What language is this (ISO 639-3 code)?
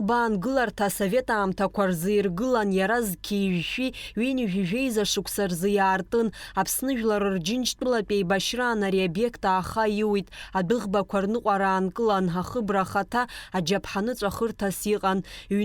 abk